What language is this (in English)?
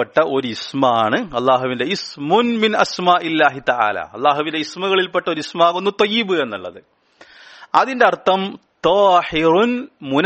Malayalam